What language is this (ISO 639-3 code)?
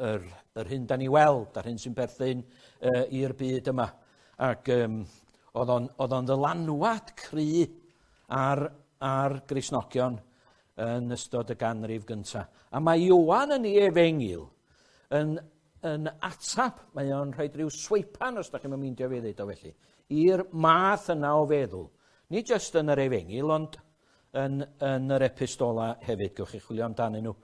cym